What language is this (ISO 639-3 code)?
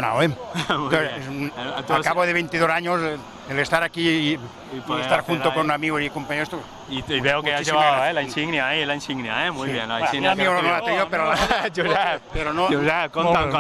cat